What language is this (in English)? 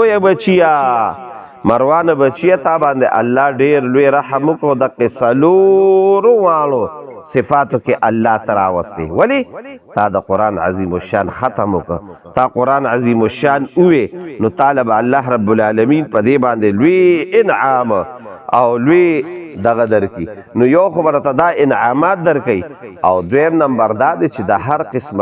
Pashto